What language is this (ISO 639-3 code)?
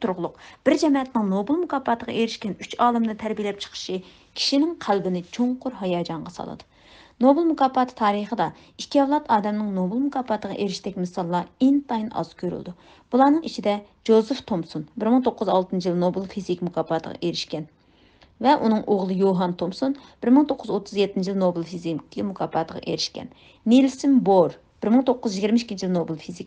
uig